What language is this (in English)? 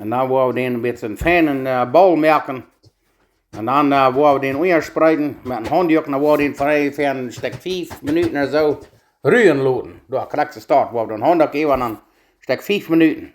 Plautdietsch